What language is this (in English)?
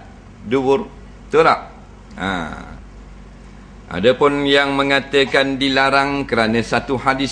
Malay